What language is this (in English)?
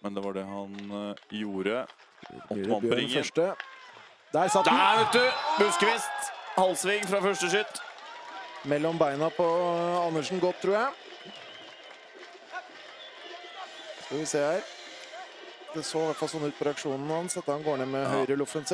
Norwegian